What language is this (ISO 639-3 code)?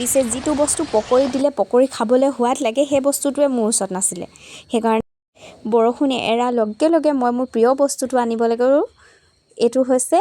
asm